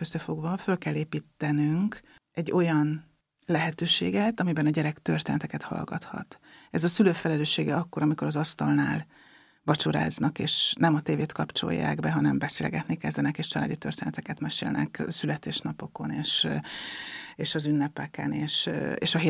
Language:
Hungarian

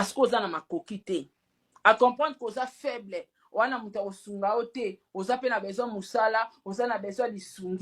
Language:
Lingala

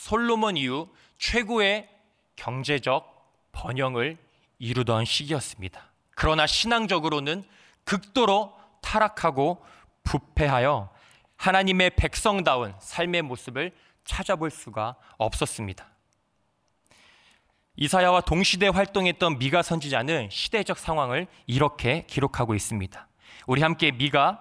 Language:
Korean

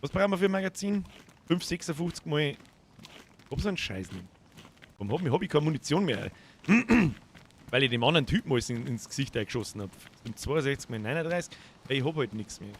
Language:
Bavarian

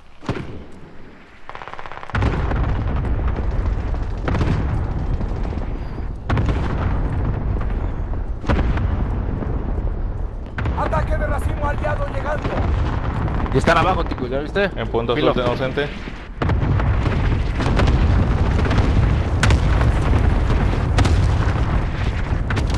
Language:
Spanish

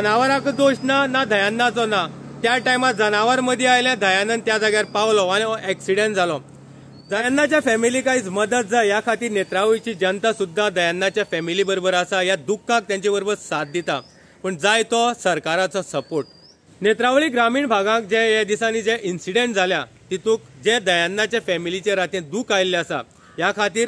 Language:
Konkani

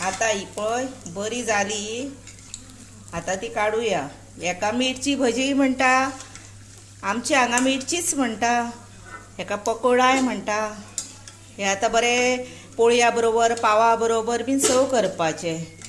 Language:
Konkani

